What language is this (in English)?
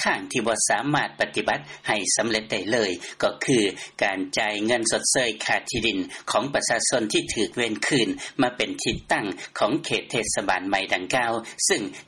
Lao